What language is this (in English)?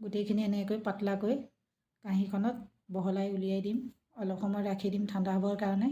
Assamese